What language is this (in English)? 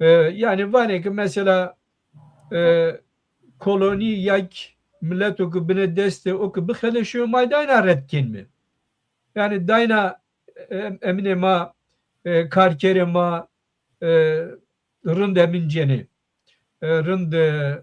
Zaza